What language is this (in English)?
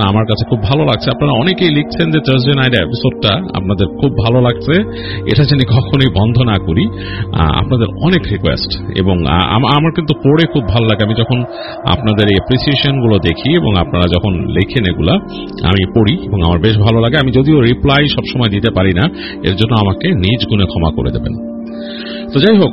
Bangla